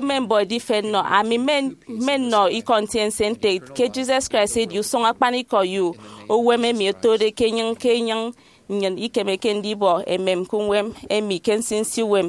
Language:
Efik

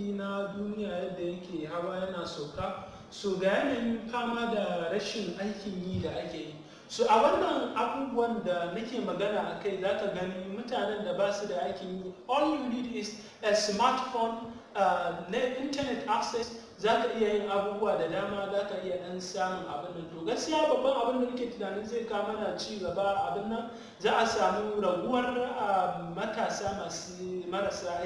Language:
Hausa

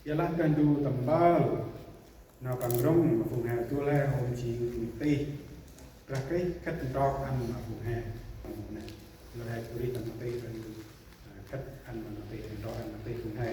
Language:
Central Mnong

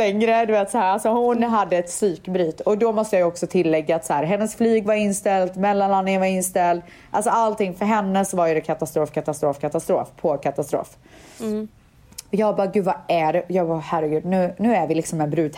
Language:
Swedish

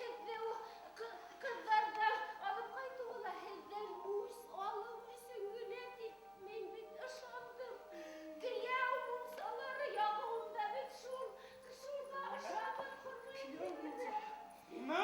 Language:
Bashkir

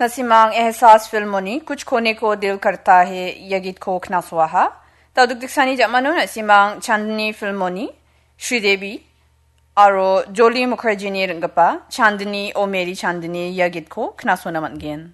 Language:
Garo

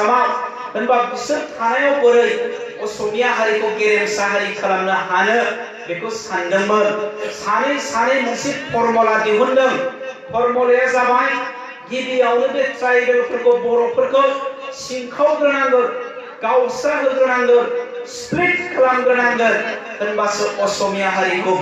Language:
Bodo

